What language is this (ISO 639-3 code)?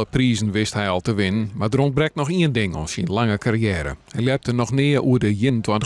fry